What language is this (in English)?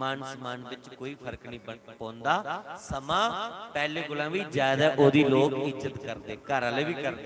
Dogri